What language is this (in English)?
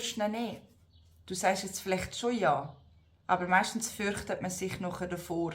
Swiss German